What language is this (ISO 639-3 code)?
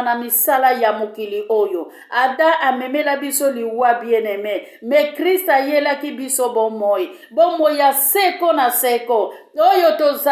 lin